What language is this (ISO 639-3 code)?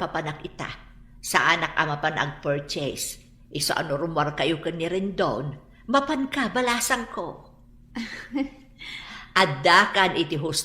ilo